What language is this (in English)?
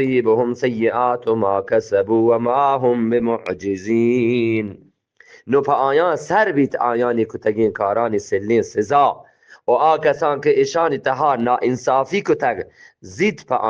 Eastern Balochi